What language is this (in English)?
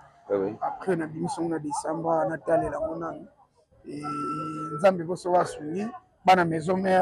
Lingala